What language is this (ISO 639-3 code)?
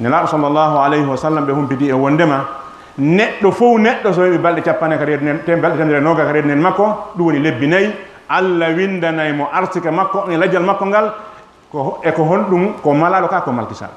ful